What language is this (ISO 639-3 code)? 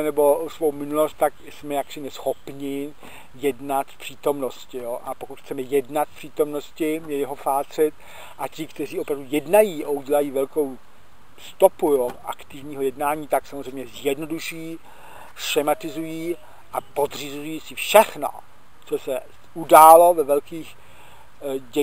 ces